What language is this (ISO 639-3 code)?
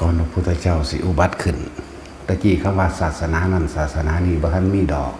tts